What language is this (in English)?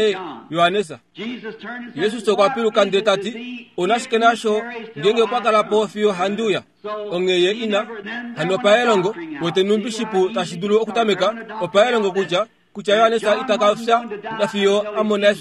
Kuanyama